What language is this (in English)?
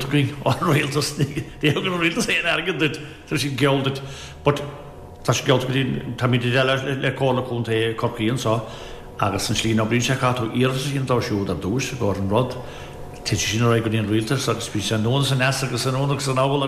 Irish